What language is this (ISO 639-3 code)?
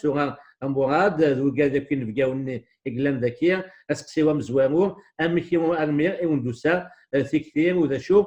kab